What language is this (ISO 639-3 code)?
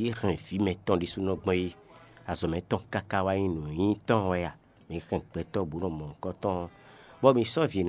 fon